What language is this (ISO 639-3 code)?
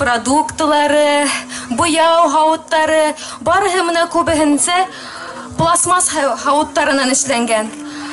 bak